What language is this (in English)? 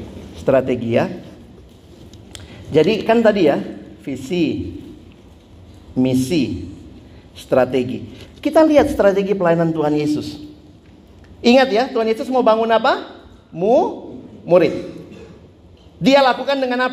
Indonesian